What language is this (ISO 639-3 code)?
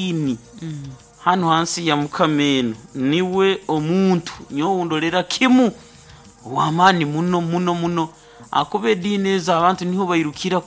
nyo